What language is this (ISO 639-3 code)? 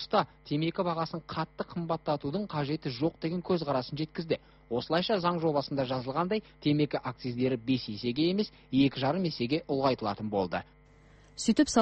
kaz